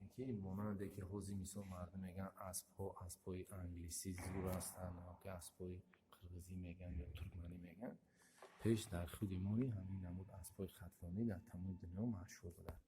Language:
Tajik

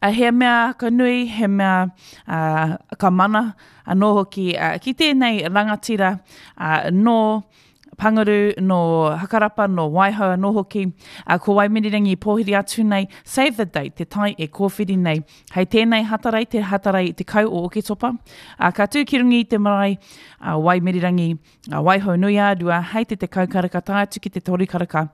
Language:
Māori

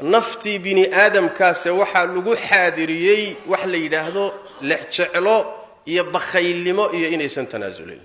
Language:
Somali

